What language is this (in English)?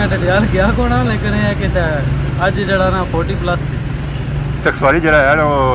Pahari-Potwari